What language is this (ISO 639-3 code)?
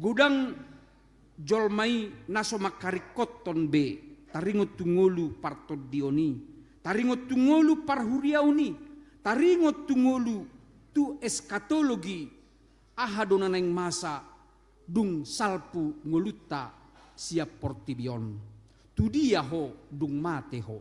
bbc